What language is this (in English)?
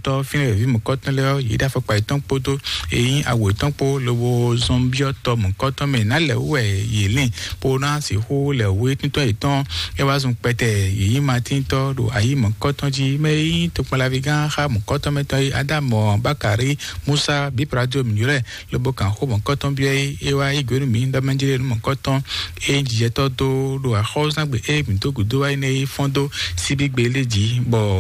Fon